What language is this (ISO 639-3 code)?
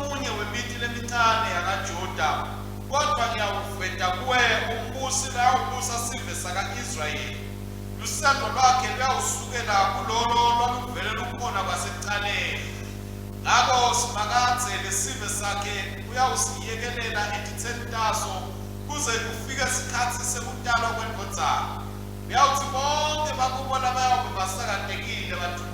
ssw